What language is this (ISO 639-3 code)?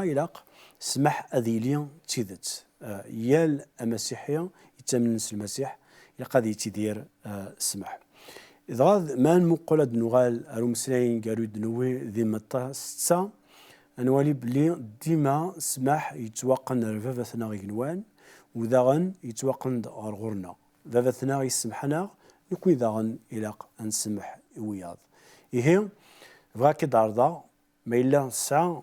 kab